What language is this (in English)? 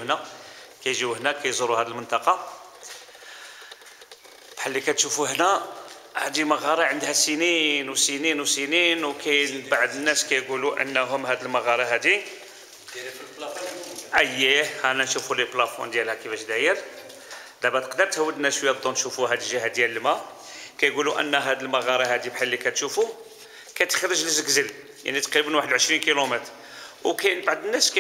Moroccan Arabic